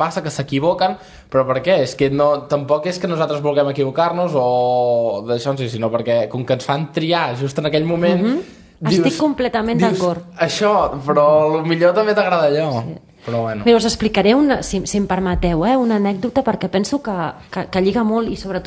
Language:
Catalan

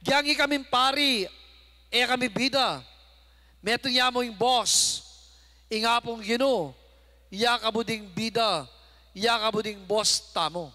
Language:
Pampanga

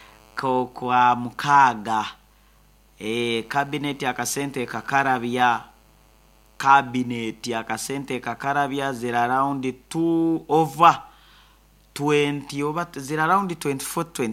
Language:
Nyoro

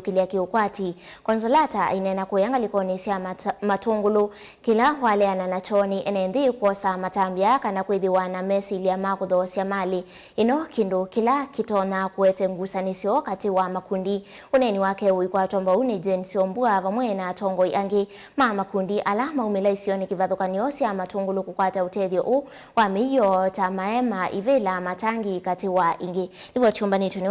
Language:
Kamba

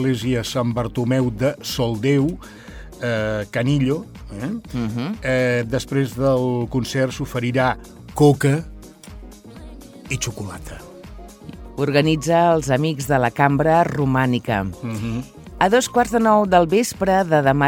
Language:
Catalan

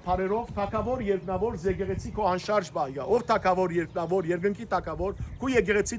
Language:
Western Armenian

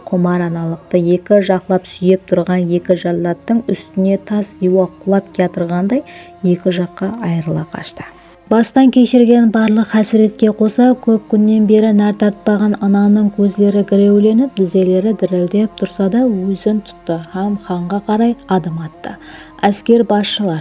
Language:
Kara-Kalpak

